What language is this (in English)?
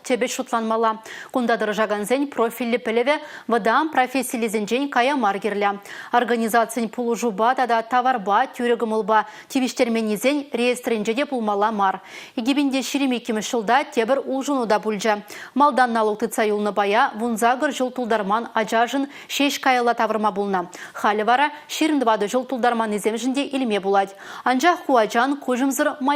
Chuvash